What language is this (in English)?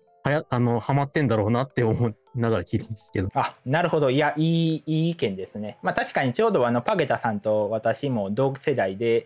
Japanese